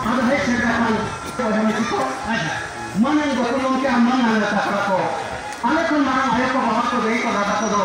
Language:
Santali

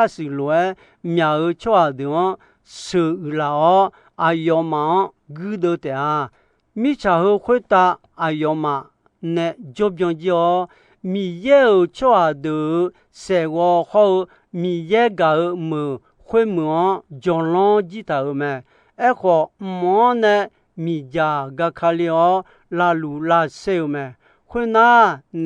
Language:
Akha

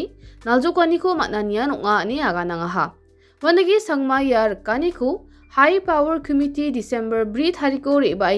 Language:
Garo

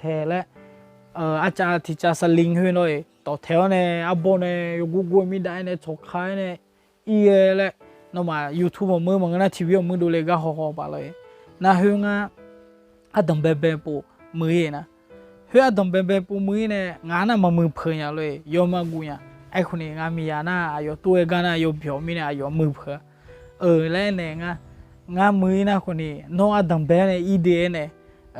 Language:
Akha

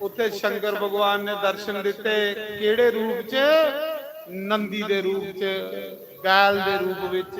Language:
Dogri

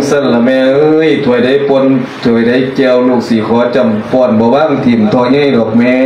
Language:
Lao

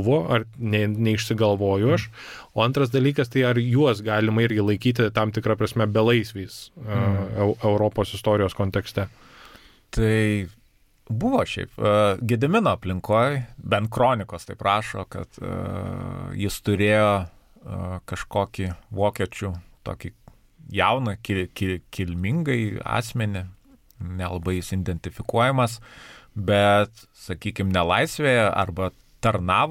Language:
Lithuanian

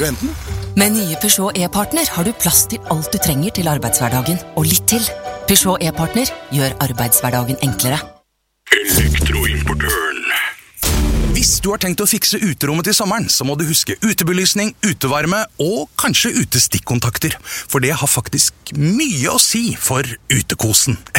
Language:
Norwegian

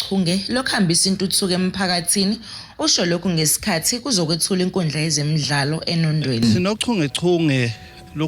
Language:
Zulu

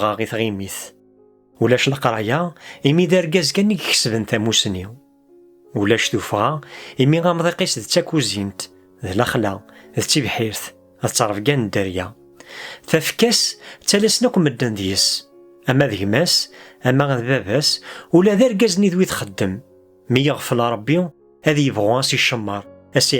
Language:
Kabyle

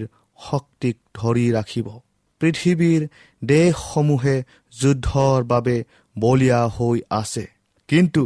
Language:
Assamese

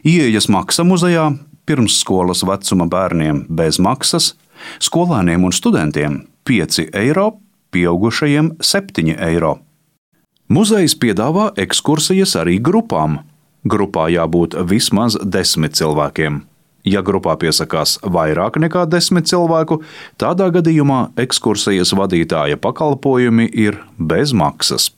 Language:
Latvian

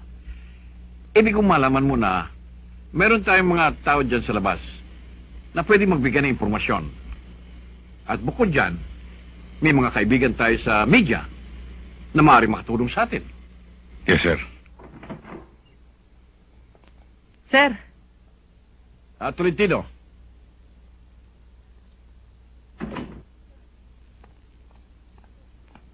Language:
Filipino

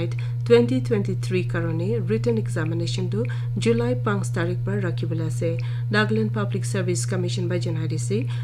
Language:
Naga Pidgin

